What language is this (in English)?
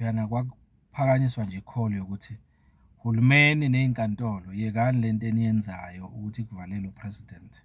Zulu